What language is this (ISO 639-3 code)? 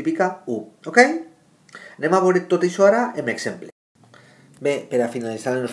cat